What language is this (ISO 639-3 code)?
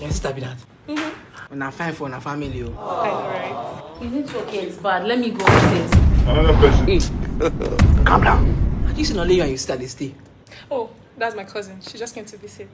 pcm